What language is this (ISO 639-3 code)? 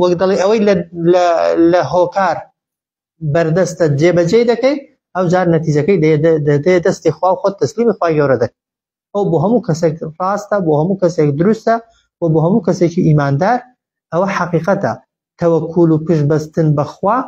ckb